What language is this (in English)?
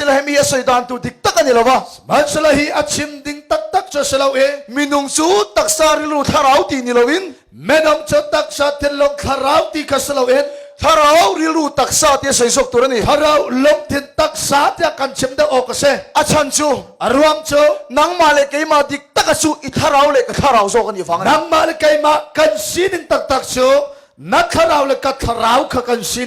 Hakha Chin